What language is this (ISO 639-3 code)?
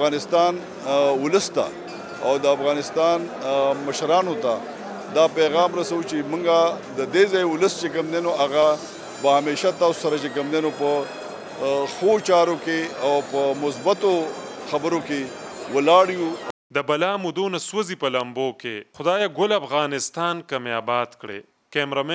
pus